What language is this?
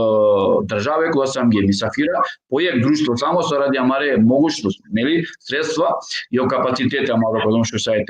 Balkan Romani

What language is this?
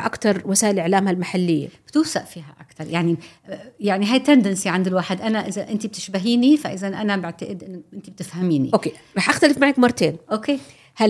North Levantine Arabic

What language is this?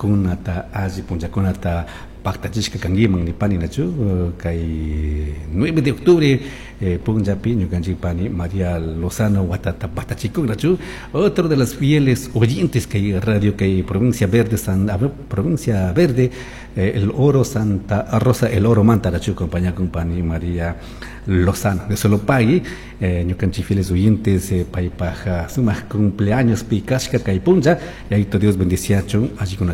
Chimborazo Highland Quichua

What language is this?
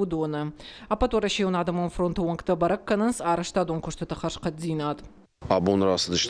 Ossetic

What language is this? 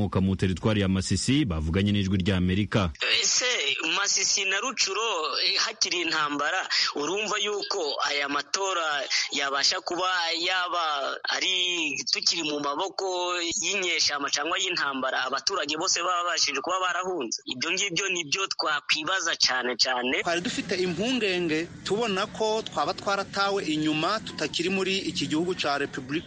Kinyarwanda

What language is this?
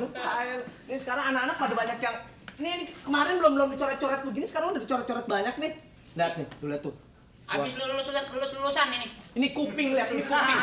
Betawi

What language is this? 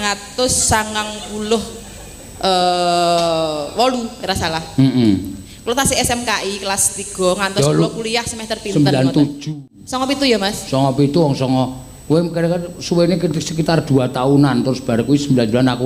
Javanese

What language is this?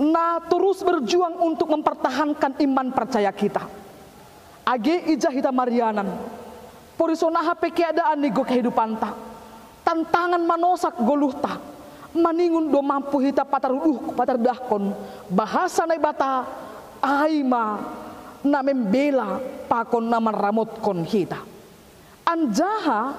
Batak Simalungun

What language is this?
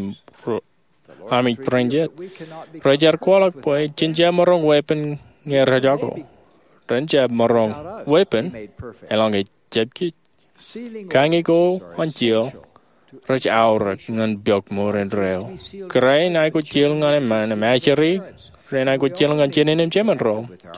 Marshallese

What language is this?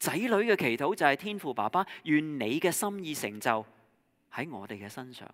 Cantonese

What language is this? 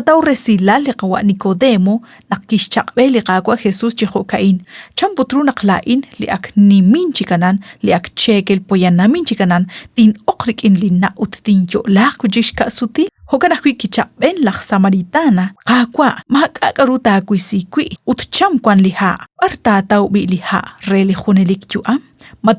Kekchí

